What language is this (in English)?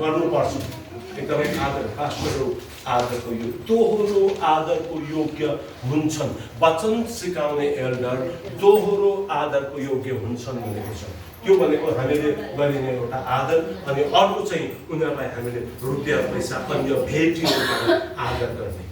Nepali